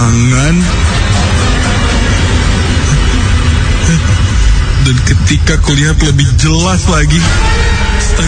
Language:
Indonesian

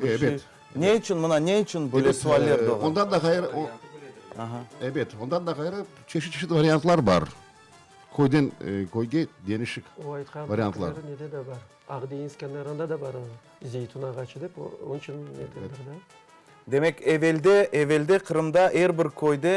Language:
Crimean Tatar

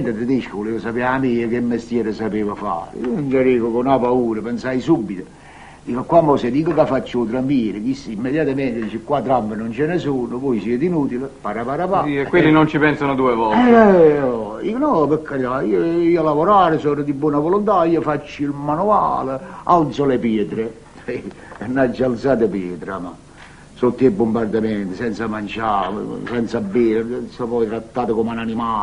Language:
Neapolitan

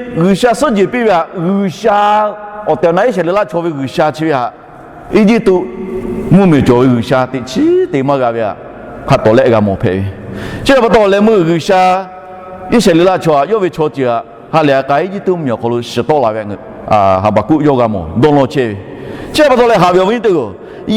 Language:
Lahu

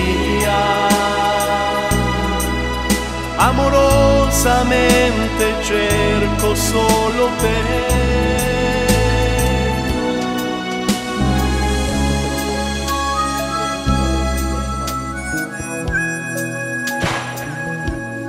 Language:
Italian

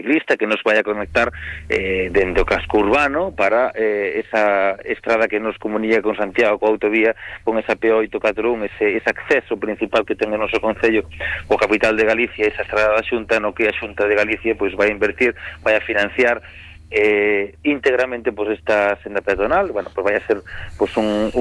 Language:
Galician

